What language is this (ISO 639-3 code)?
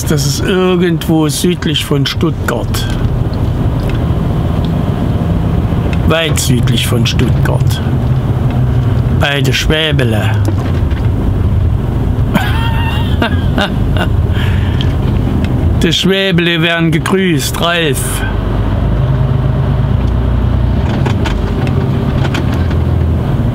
deu